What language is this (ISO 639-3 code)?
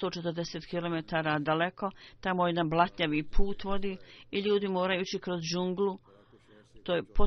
bos